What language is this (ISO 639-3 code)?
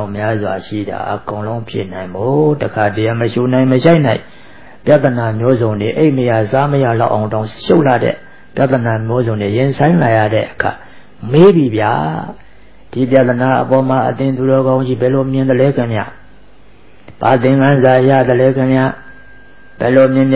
mya